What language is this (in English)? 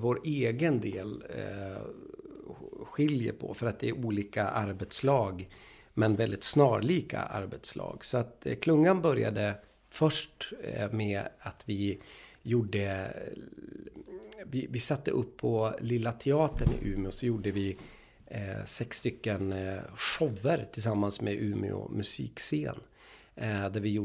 Swedish